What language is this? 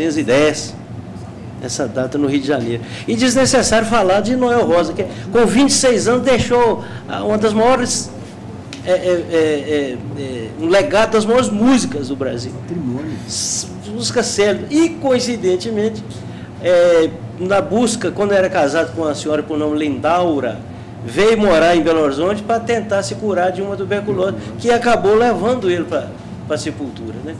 Portuguese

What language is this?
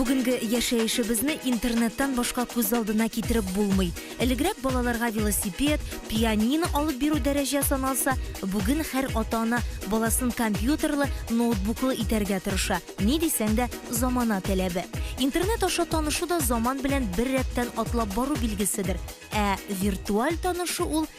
Tatar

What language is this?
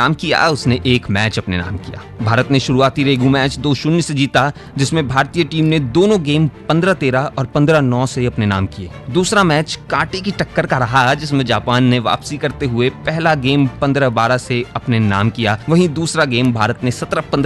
Hindi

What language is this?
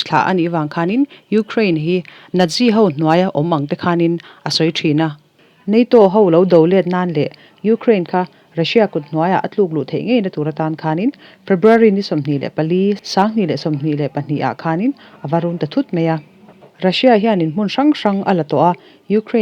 Mizo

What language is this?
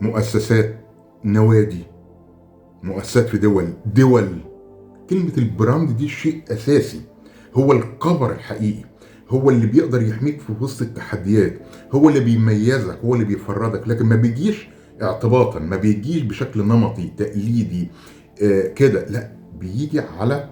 Egyptian Arabic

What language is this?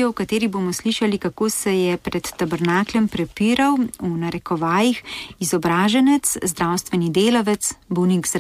Slovenian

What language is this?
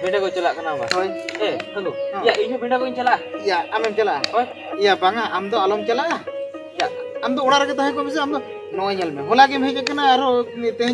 Santali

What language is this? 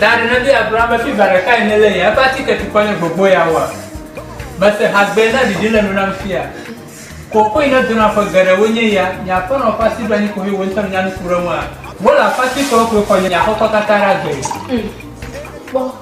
Ewe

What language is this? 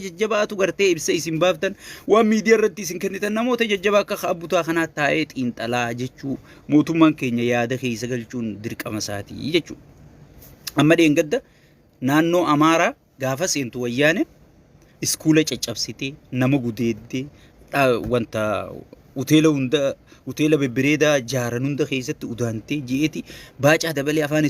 Oromo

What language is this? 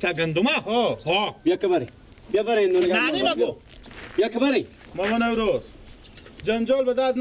Persian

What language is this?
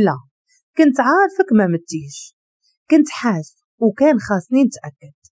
Moroccan Arabic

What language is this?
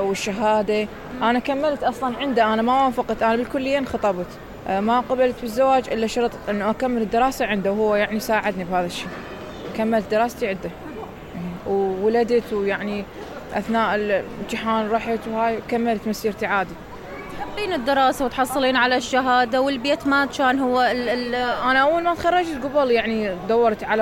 Mesopotamian Arabic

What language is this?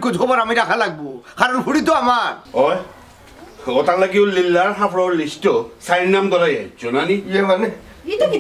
Sylheti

